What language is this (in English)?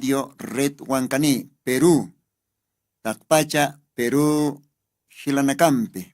Aymara